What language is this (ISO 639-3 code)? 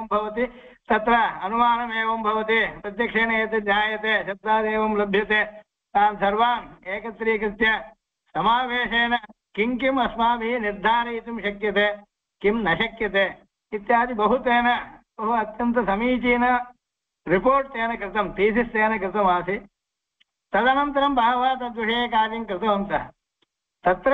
san